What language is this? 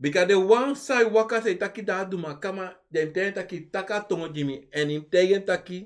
Sranan Tongo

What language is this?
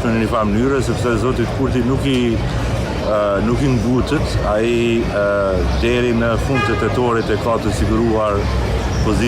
Albanian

